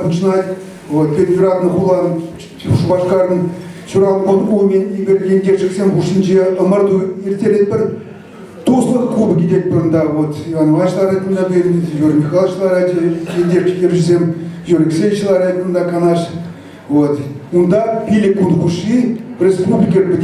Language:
Chuvash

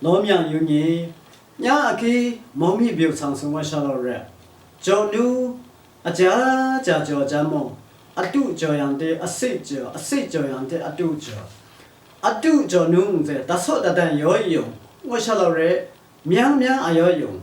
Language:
Lashi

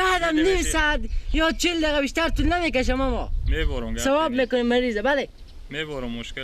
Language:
Persian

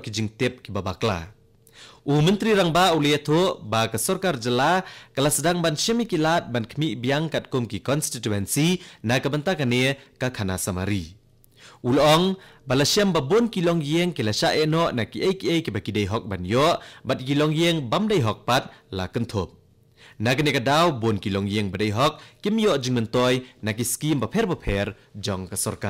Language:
Khasi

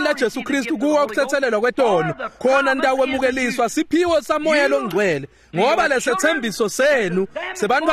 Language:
Swati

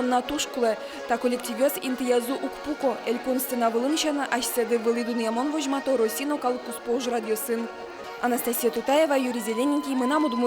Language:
Udmurt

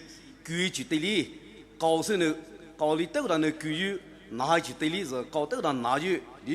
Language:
Poumei Naga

